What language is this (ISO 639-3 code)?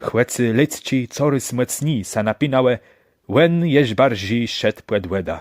csb